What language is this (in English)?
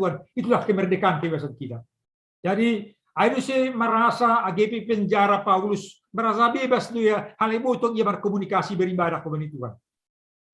Batak Simalungun